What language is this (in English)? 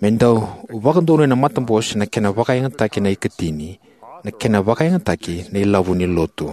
Fijian